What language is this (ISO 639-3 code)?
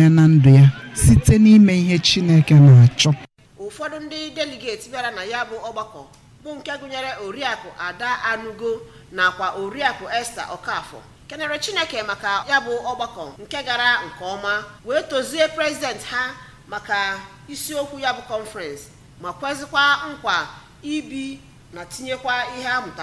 ibo